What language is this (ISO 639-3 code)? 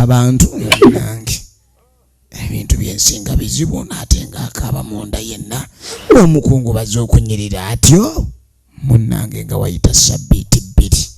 lug